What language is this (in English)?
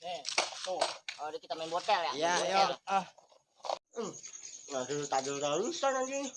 Betawi